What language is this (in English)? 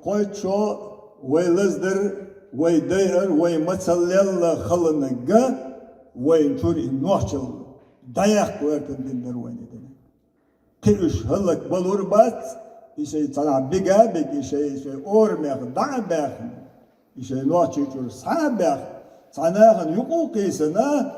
Chechen